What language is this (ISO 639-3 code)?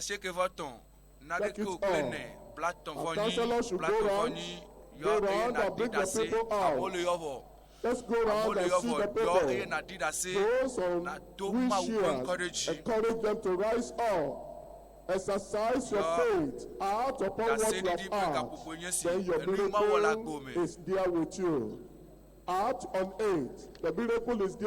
ewe